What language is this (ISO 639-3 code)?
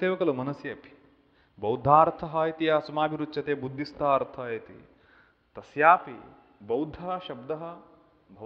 san